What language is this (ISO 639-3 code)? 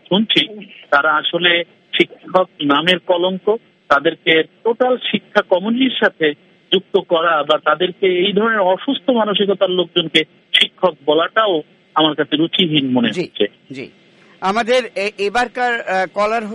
ben